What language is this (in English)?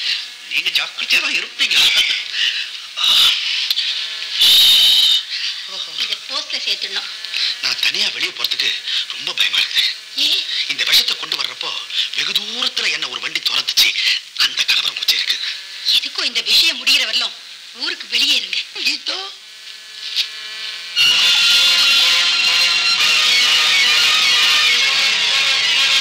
Tamil